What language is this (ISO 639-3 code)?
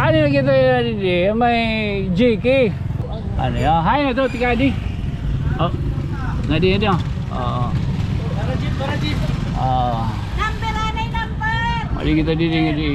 war